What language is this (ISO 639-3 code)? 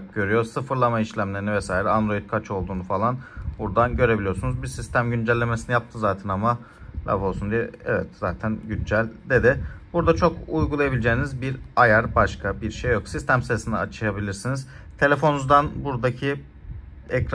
tur